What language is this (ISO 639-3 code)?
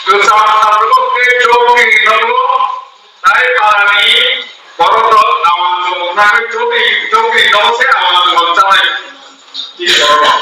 trp